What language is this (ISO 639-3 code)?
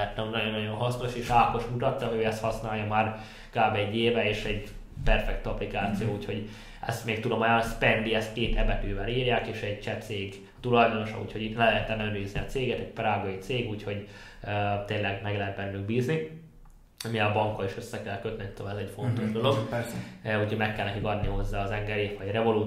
hun